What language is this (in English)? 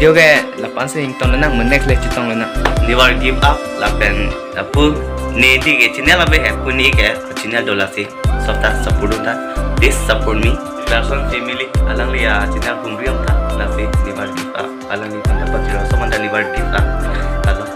Karbi